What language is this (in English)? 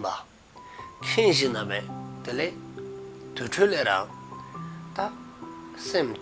Dzongkha